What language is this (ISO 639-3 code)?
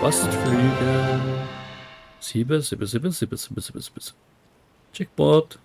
gsw